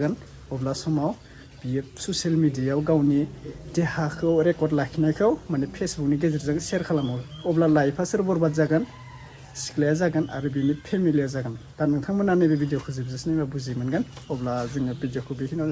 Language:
Bodo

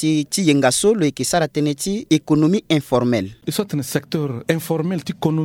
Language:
Sango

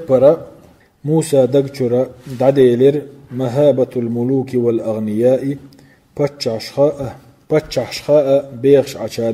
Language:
Chechen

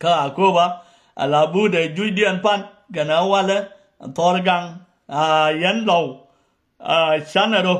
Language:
Nuer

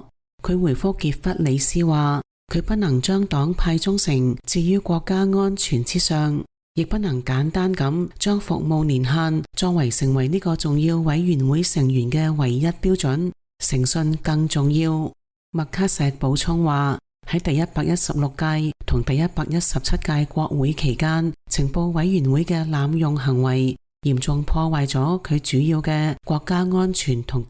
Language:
Cantonese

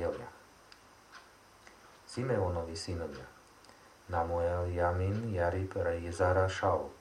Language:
Slovak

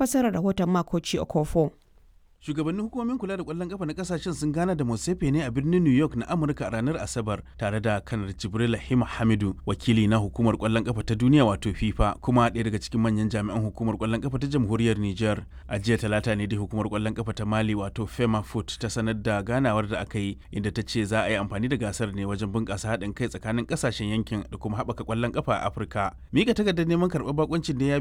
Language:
Hausa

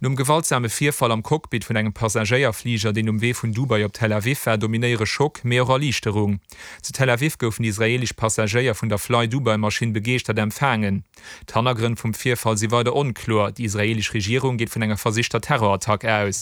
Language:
Luxembourgish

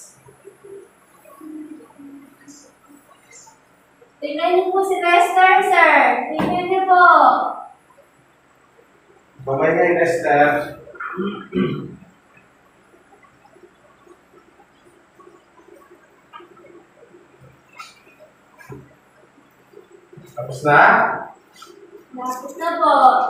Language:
Filipino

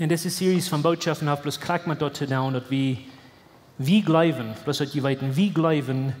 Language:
Plautdietsch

